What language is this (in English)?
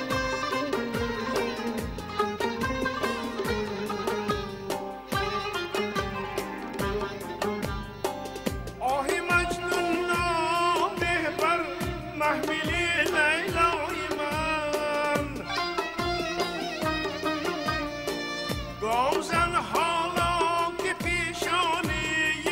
Persian